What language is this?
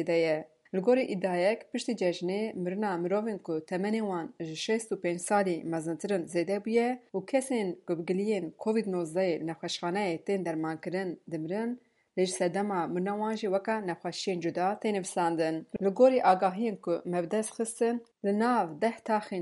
Kurdish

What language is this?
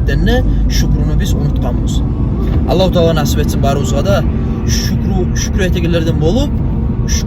Kumyk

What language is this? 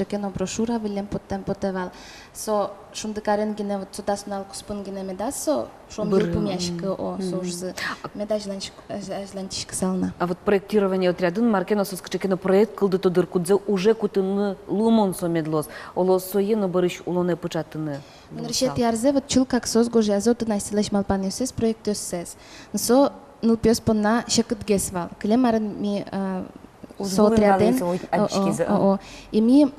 Udmurt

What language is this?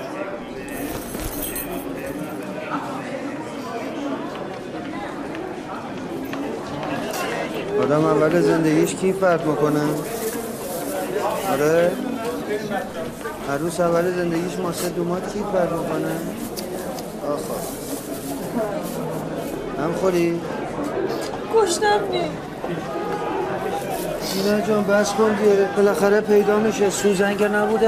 Persian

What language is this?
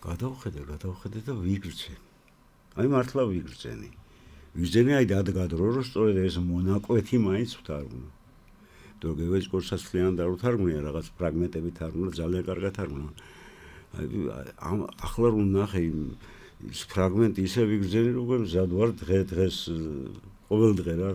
Georgian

